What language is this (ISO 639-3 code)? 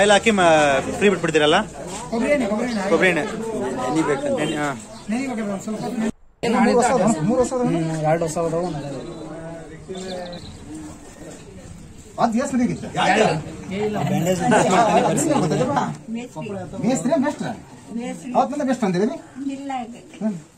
kan